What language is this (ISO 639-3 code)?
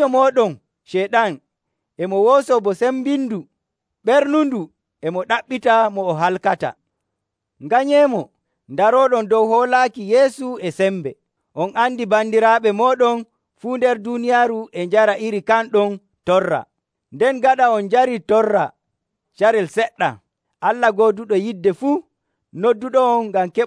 fuv